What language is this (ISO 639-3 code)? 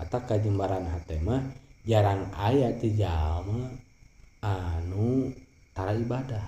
sun